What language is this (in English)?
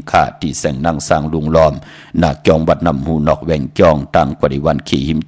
Shan